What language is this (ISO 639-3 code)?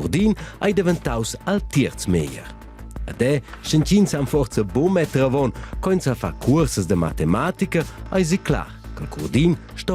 roh